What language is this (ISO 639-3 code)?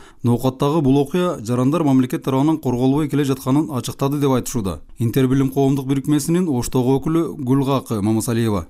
kir